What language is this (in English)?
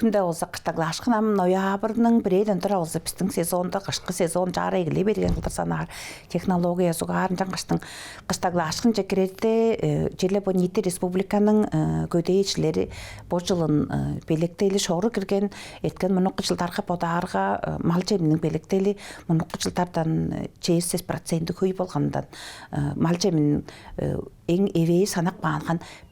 Tuvinian